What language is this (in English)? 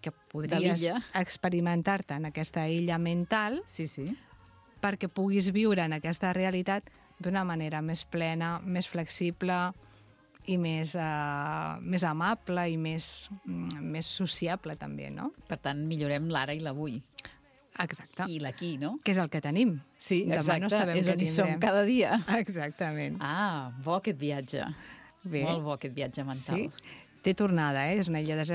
Catalan